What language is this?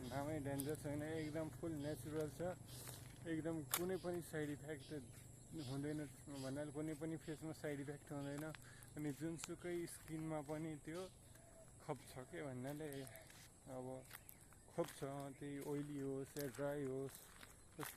Nepali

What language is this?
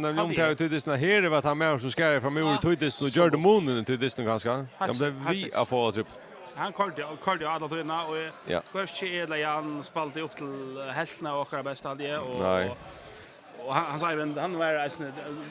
Faroese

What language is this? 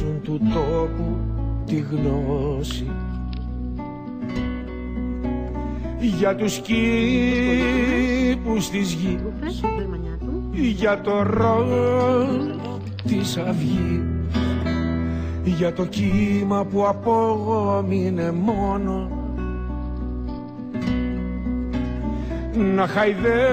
Greek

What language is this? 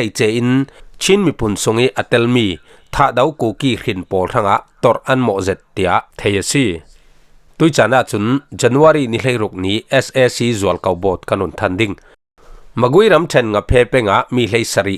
Falam Chin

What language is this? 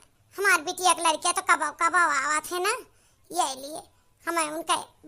Awadhi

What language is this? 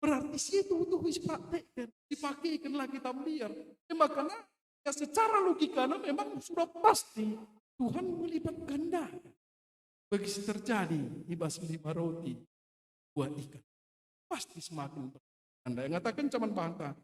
Batak Karo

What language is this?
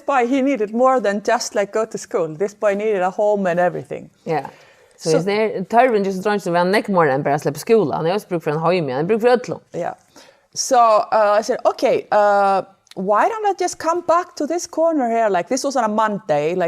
Faroese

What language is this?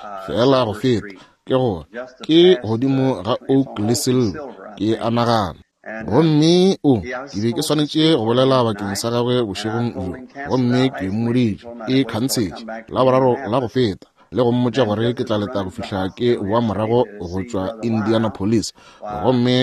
Northern Sotho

